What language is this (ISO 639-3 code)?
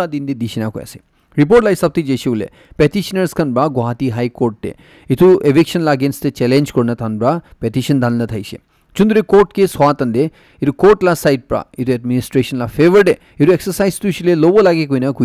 nag